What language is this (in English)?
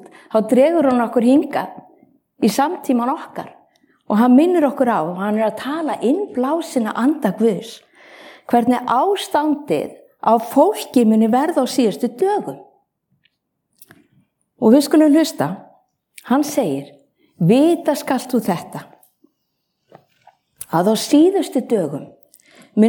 Icelandic